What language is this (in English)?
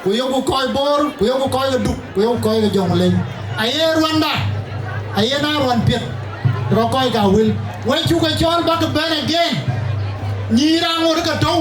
Dinka